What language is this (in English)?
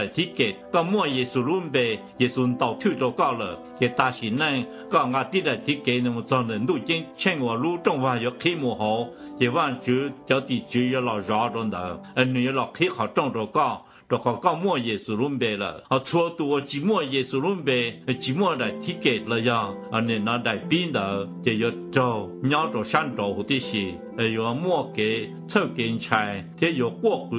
Hmong